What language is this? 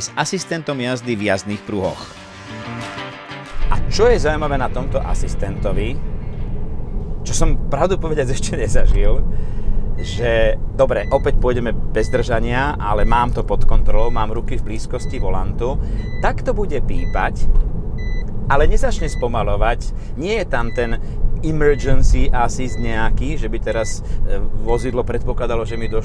Slovak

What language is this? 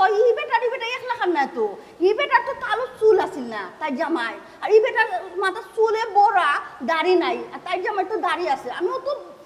Sylheti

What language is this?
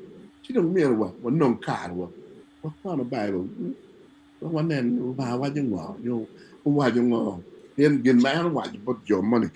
Acoli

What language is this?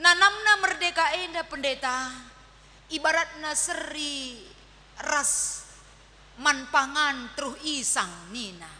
Batak Karo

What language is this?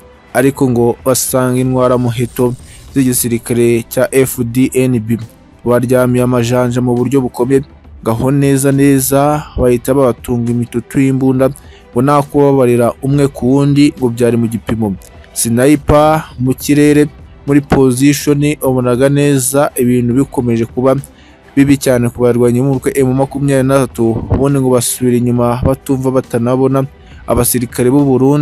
Kinyarwanda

